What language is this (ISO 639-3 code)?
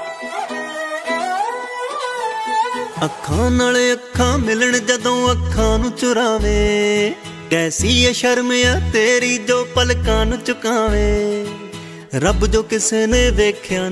pan